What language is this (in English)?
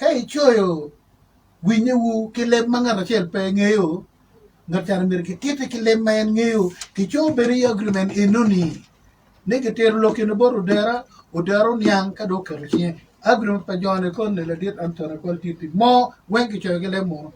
Acoli